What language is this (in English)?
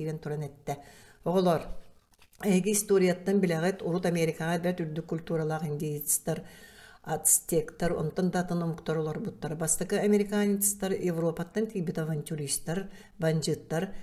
Yakut